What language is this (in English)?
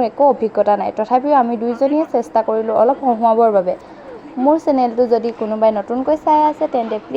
Assamese